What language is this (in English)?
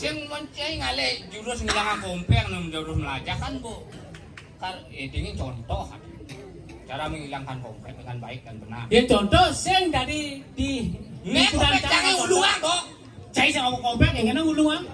Balinese